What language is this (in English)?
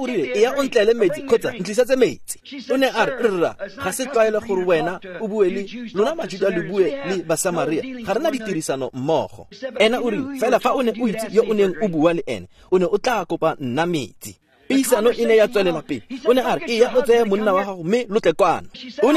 Tswana